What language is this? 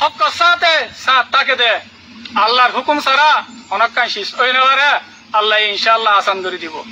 Rohingya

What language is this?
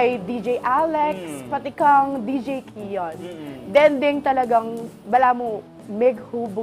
Pampanga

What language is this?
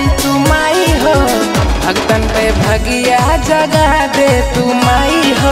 Bhojpuri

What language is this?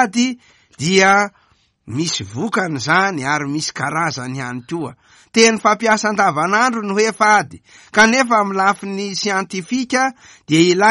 Malagasy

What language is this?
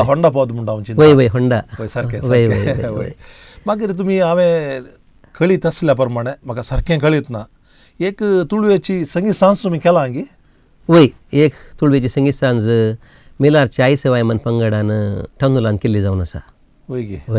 Konkani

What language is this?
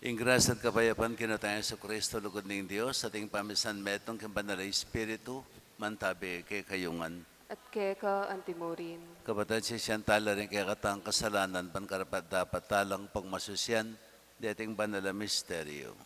Pampanga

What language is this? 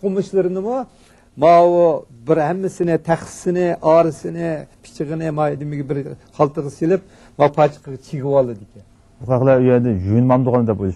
Uyghur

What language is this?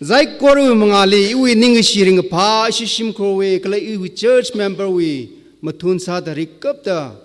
Tangkhul Naga (India)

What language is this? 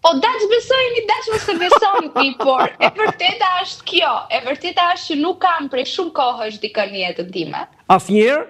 Albanian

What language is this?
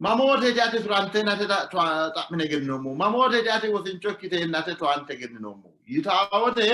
Sidamo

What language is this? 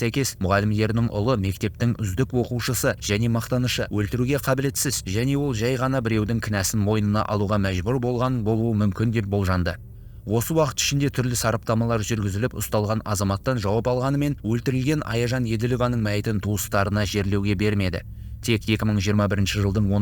Kazakh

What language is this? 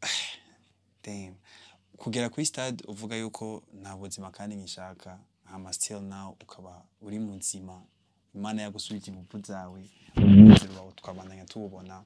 Rundi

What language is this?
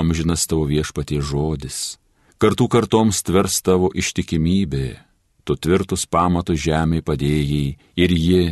Lithuanian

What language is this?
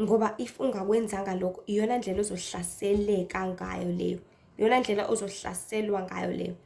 Zulu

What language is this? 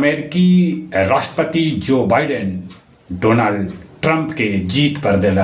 Magahi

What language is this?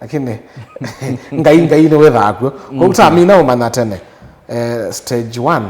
Kamba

